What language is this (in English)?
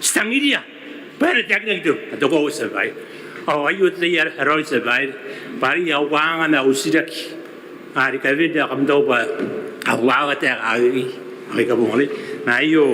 Gilbertese